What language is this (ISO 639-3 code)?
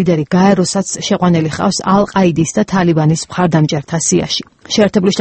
kat